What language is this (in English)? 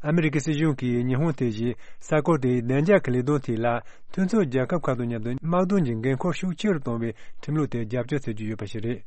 Tibetan